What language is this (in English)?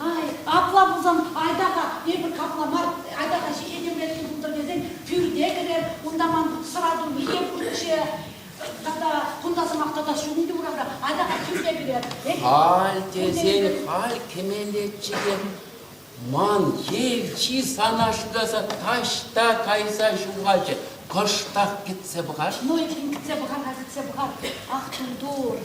Chuvash